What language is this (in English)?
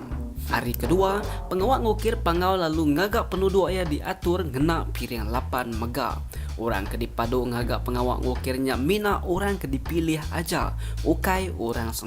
Iban